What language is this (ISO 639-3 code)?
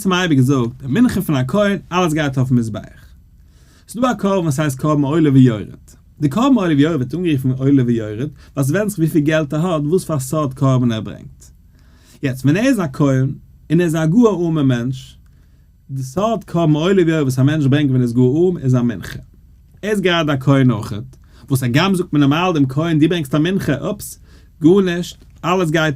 yid